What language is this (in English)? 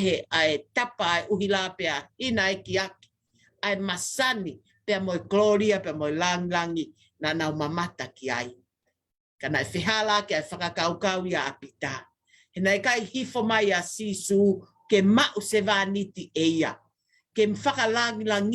Tongan